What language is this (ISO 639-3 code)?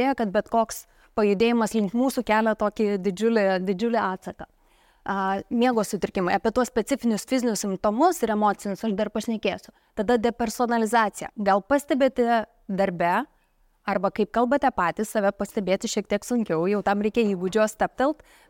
lit